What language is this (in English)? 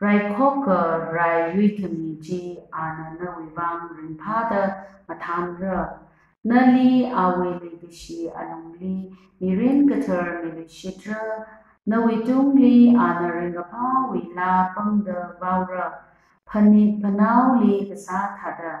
Tangkhul Naga (India)